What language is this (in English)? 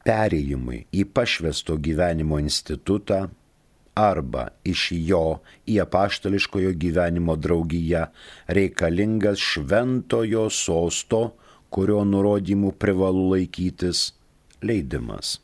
Lithuanian